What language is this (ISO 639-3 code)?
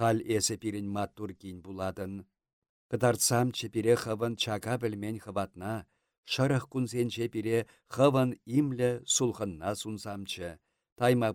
chv